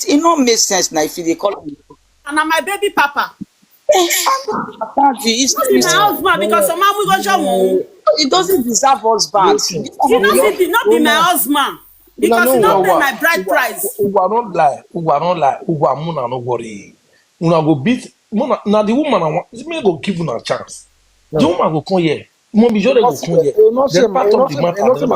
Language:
Nigerian Pidgin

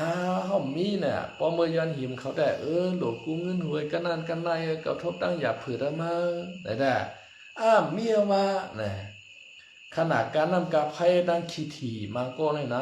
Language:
Shan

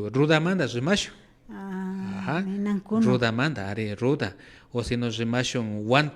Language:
Imbabura Highland Quichua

